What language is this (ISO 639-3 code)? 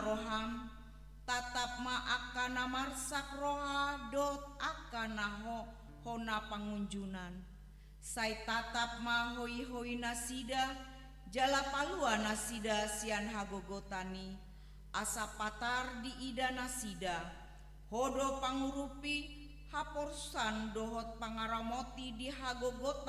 bbc